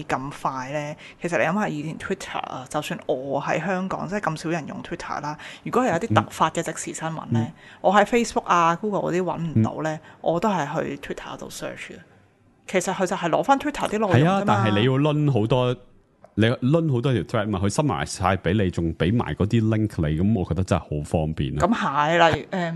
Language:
Cantonese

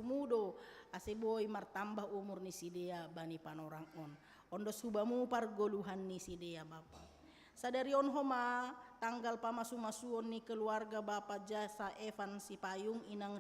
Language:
Batak Simalungun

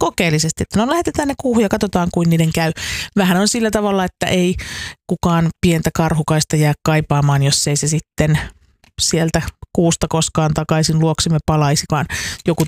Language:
Finnish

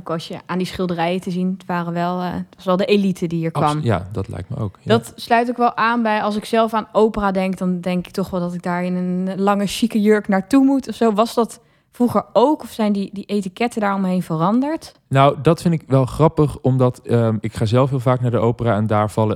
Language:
Dutch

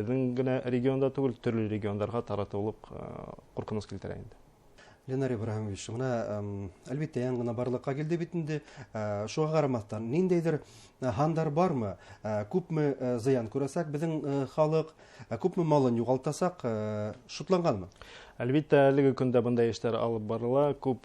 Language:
Bashkir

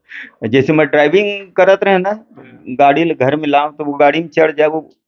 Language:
Chhattisgarhi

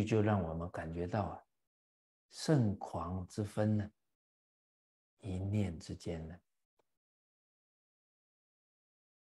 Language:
Chinese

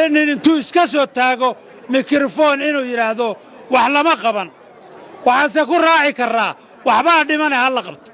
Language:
Somali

